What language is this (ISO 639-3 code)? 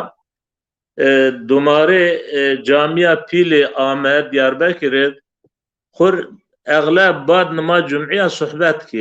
zza